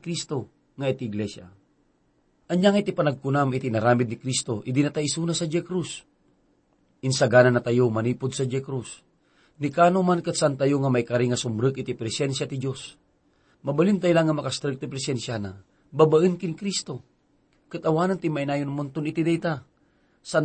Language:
Iloko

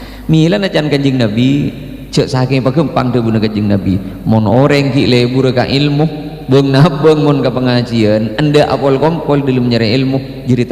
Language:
Madurese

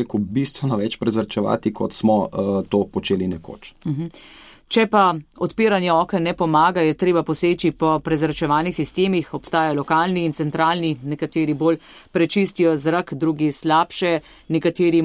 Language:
Slovenian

